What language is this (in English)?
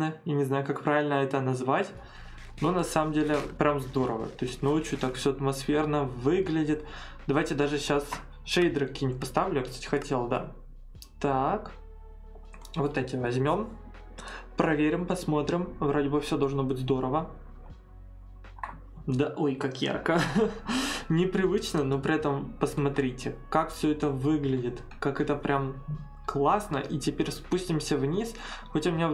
Russian